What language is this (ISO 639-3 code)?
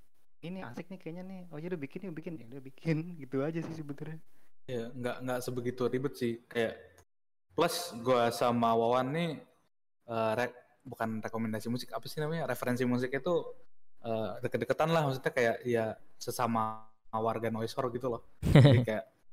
ind